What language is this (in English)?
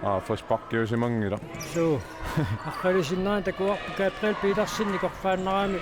Kalaallisut